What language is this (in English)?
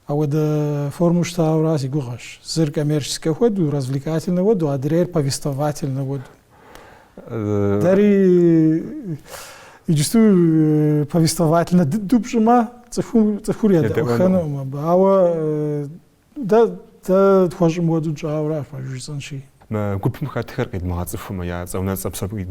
Kabardian